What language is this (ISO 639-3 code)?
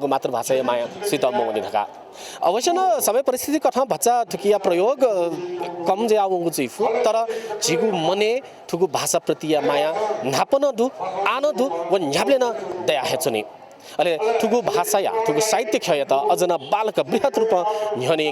new